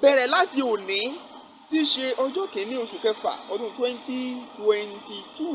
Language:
Yoruba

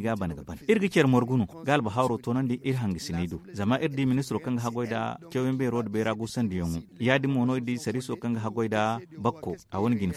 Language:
Zarma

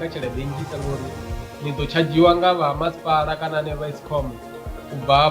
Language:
Venda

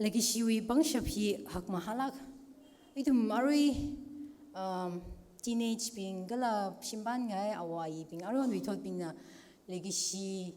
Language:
Tangkhul Naga (India)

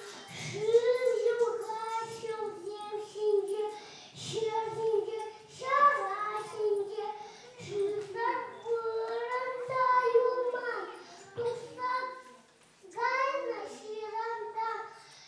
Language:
Chuvash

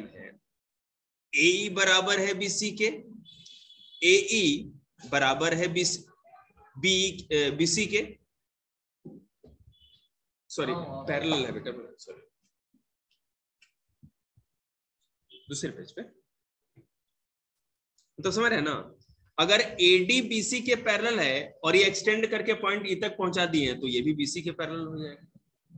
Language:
Hindi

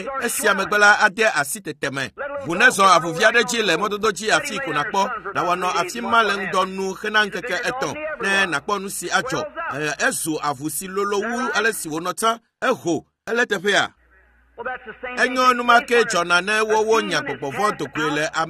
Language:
Ewe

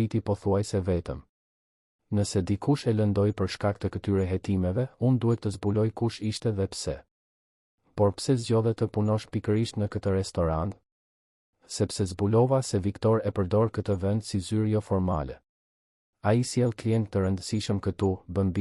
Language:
Albanian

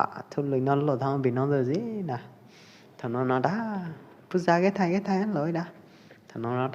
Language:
Pwo Eastern Karen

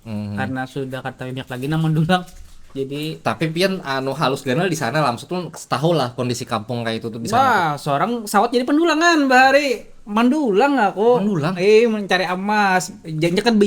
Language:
Banjar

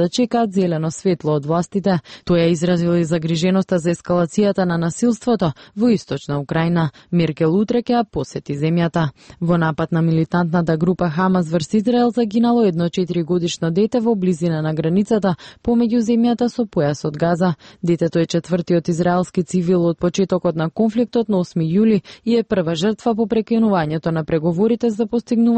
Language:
Macedonian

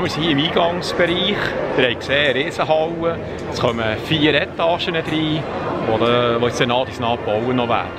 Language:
Swiss German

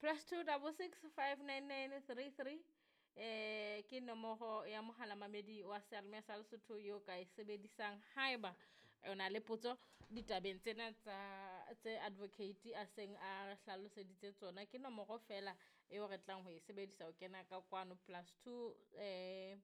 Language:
Southern Sotho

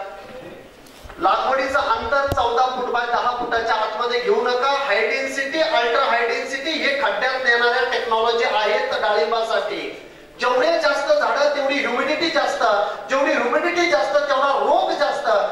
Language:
Marathi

